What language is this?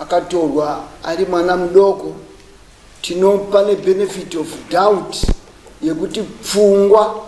Shona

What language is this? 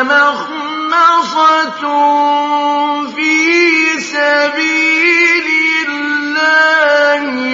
Arabic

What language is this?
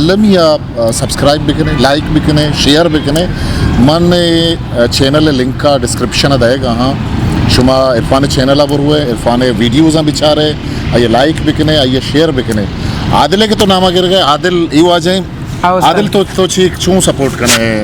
Eastern Balochi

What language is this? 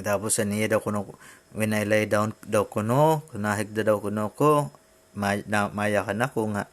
Waray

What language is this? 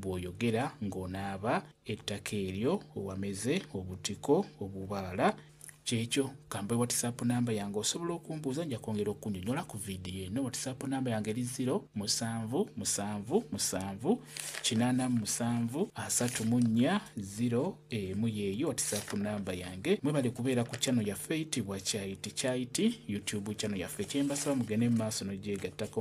Ganda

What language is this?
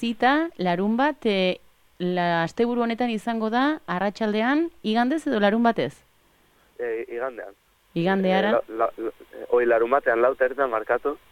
Basque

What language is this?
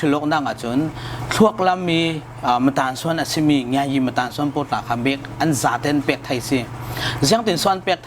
Falam Chin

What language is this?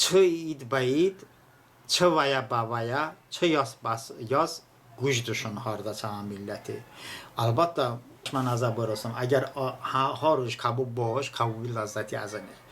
Talysh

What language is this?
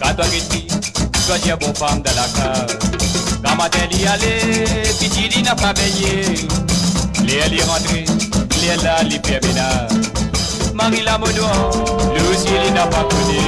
Morisyen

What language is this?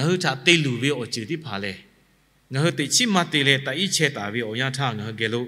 Lahu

